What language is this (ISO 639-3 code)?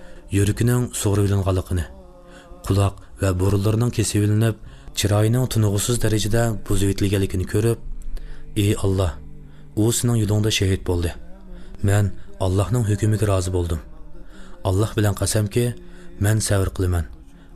uig